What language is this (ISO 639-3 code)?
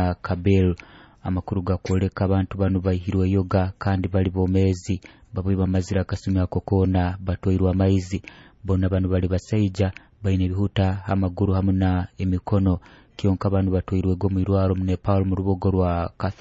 nyo